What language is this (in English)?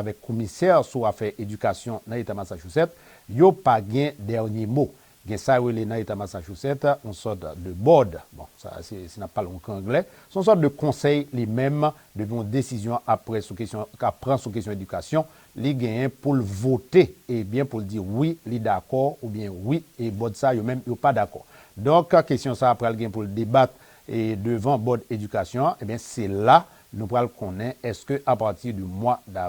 Haitian Creole